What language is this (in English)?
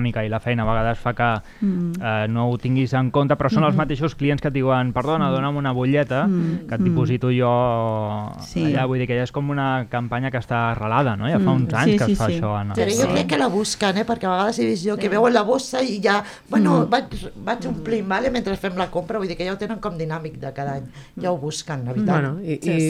Catalan